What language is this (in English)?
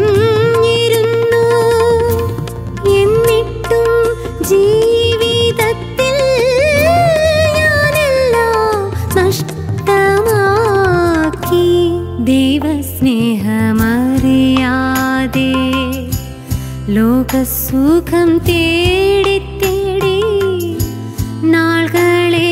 Malayalam